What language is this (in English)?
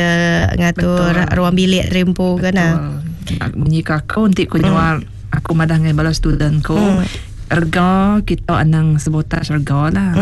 Iban